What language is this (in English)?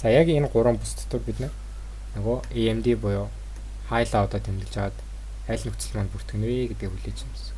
Mongolian